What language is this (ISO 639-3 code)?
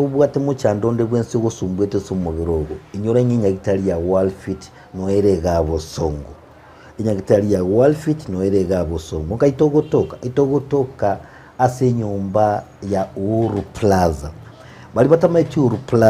guz